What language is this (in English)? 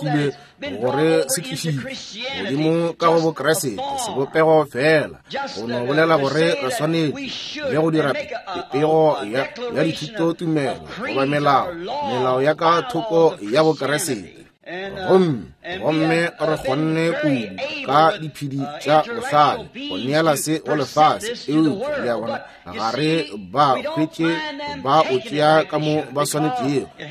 Northern Sotho